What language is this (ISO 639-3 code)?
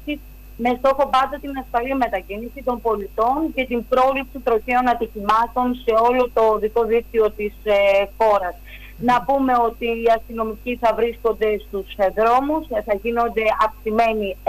ell